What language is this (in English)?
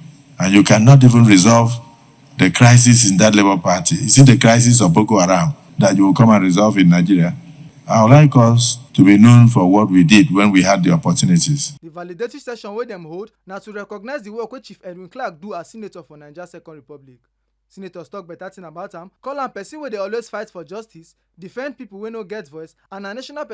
Nigerian Pidgin